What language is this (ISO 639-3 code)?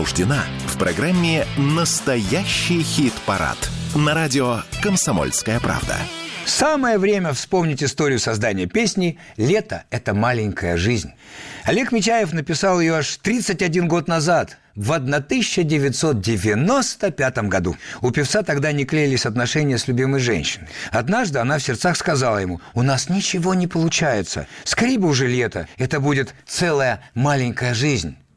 rus